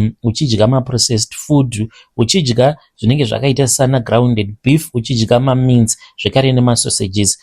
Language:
Shona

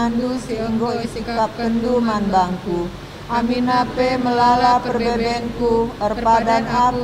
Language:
Batak Karo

